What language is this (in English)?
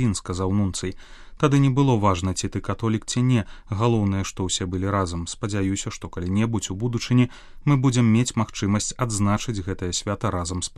Belarusian